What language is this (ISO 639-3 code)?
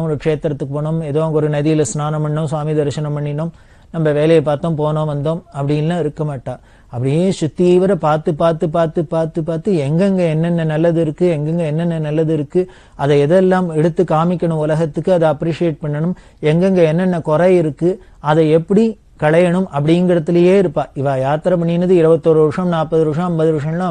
tam